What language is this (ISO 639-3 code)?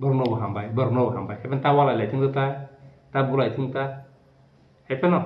trp